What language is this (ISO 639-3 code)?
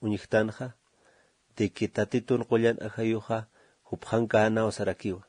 aym